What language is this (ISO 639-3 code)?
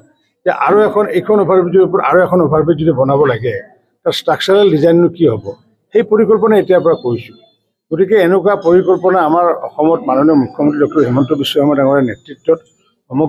asm